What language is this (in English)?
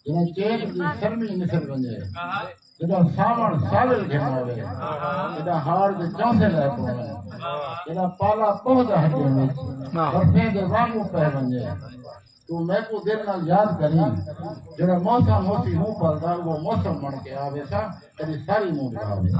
Saraiki